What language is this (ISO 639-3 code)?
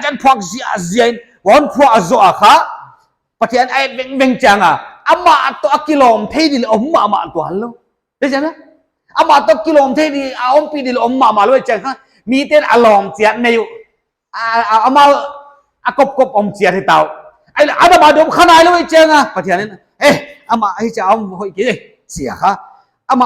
pck